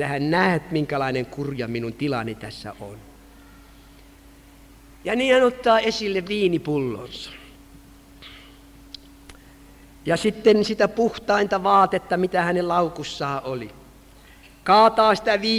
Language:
Finnish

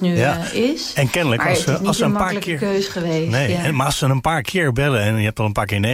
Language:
Dutch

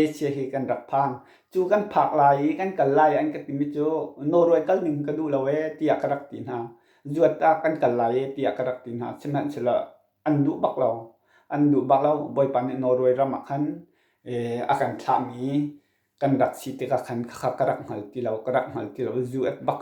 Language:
Hakha Chin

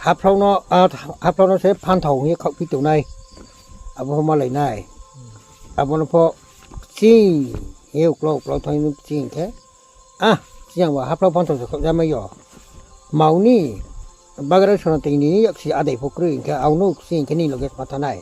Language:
Riang (India)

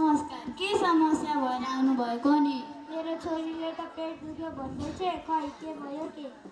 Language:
Nepali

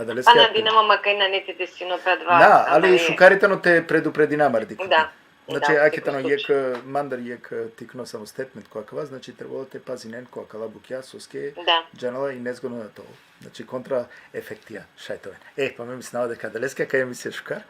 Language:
Balkan Romani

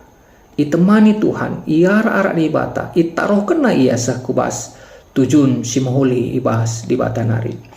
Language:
Batak Karo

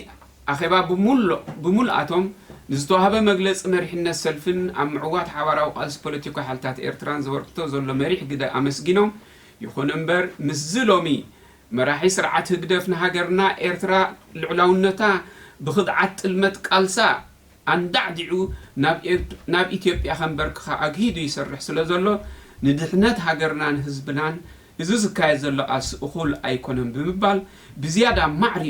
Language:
Tigrinya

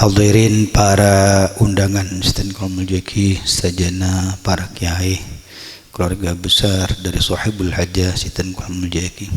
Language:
Madurese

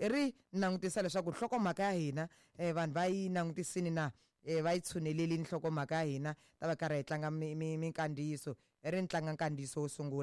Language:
Tsonga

